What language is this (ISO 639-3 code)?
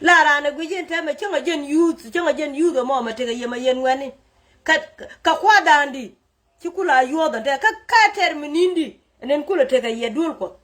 nus